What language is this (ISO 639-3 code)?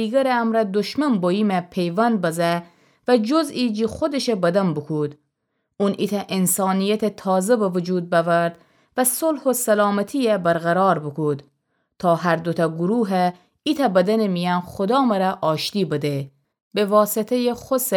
glk